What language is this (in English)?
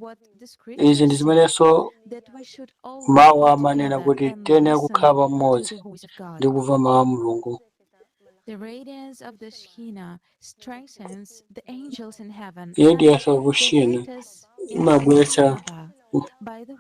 Nyanja